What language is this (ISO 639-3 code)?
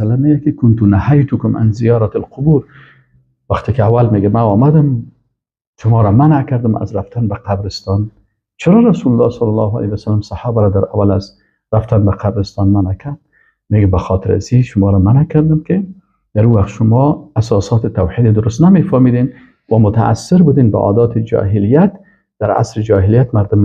fas